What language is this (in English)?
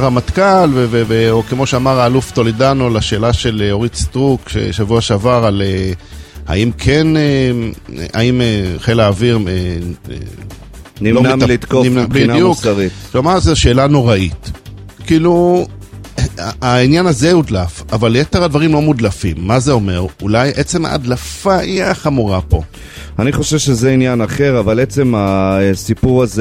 Hebrew